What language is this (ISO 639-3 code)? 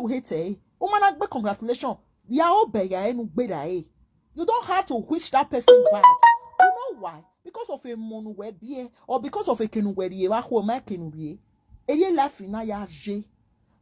pcm